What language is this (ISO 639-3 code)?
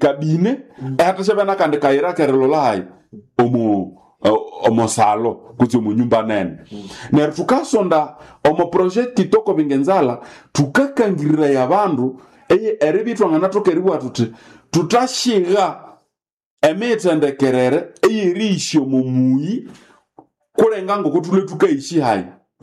nnb